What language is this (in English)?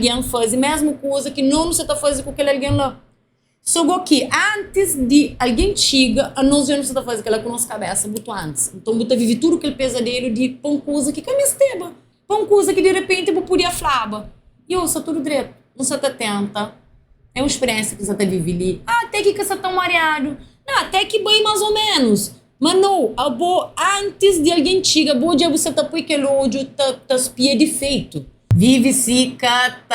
Kabuverdianu